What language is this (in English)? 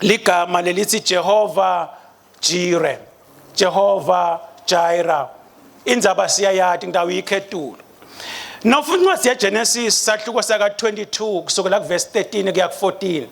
Swati